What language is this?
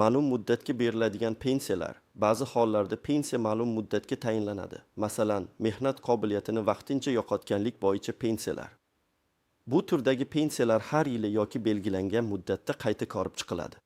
Uzbek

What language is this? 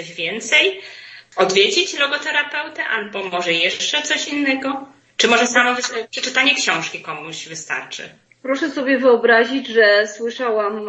Polish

